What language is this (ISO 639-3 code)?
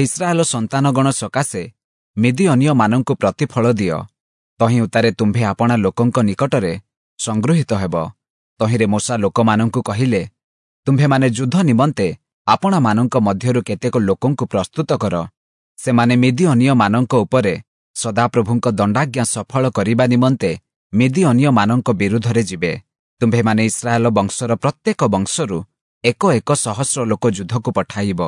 ori